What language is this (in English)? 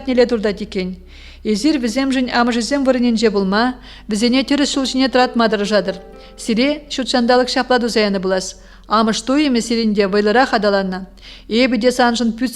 Chuvash